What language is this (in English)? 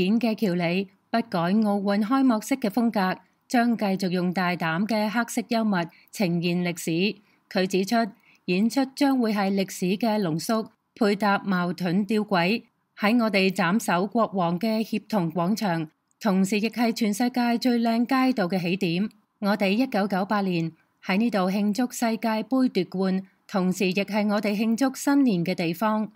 Cantonese